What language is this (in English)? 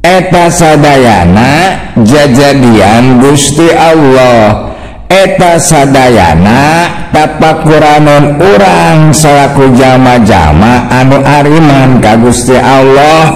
Sundanese